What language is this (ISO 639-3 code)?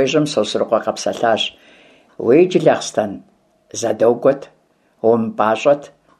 kbd